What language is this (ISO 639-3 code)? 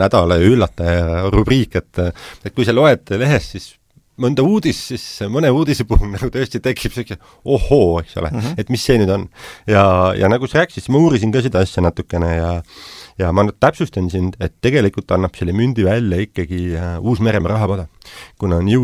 est